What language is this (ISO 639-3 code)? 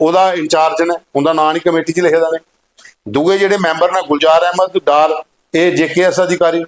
doi